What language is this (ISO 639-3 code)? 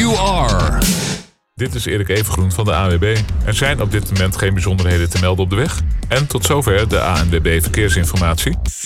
nld